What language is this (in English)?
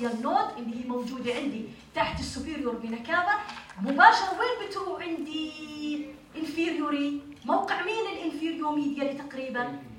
North Levantine Arabic